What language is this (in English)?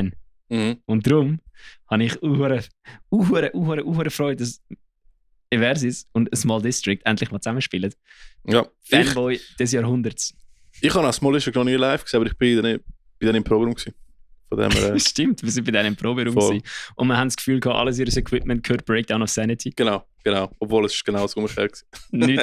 Swiss German